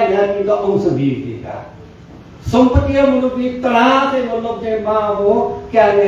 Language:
Newari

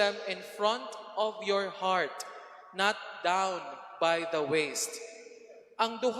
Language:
Cebuano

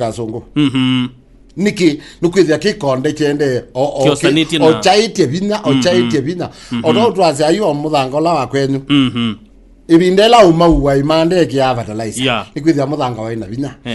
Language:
Kamba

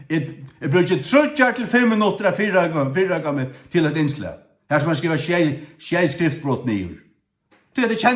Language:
Faroese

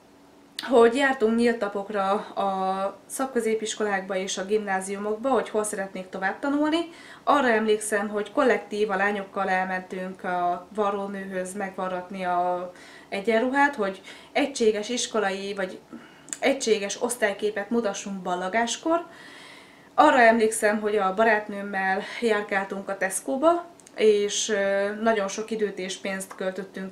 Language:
Hungarian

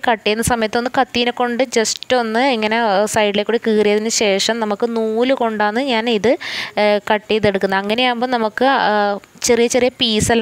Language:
Malayalam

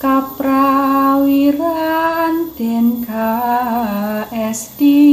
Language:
Javanese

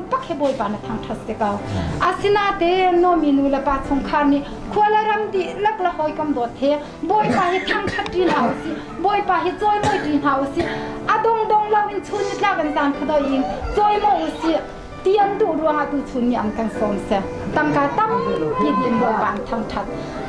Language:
Hakha Chin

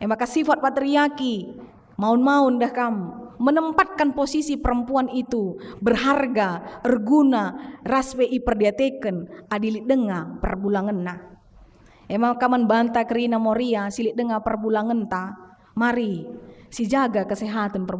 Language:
Batak Karo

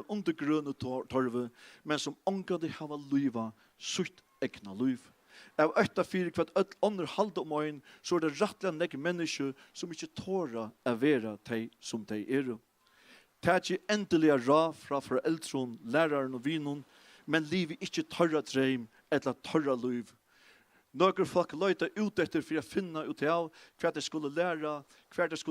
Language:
Faroese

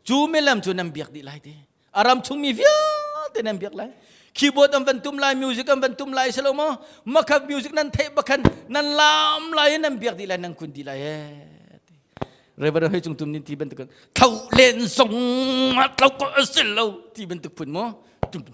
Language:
Hakha Chin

